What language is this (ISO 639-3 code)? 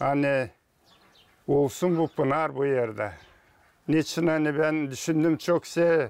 gag